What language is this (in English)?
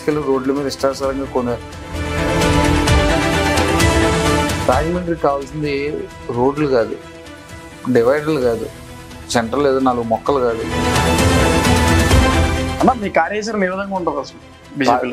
Telugu